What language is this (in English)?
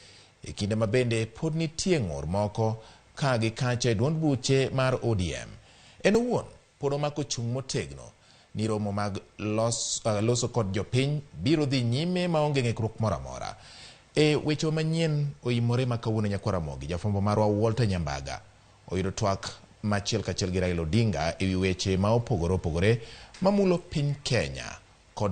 Luo (Kenya and Tanzania)